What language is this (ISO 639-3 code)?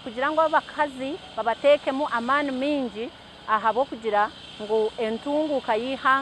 nyn